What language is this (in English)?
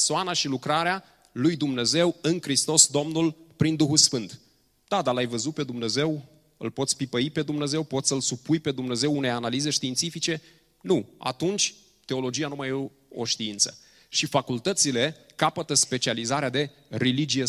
Romanian